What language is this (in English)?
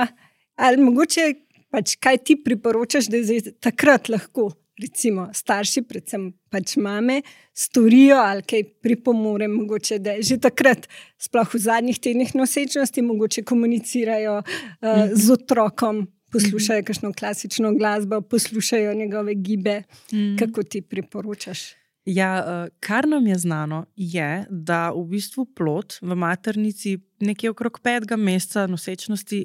Slovenian